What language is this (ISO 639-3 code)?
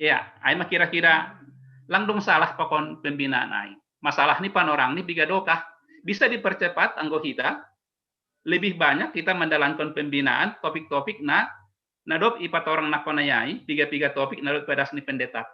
bts